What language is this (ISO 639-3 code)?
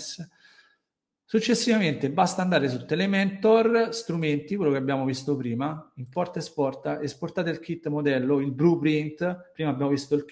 ita